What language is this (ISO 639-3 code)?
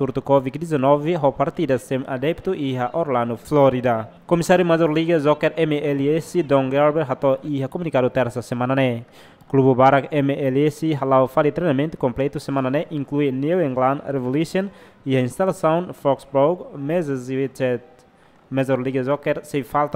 tet